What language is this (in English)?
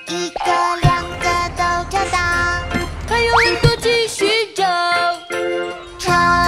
Chinese